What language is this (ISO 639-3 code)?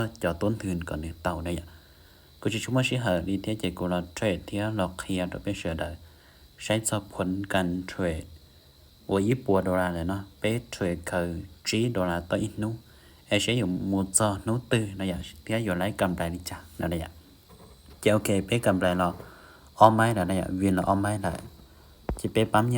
hmn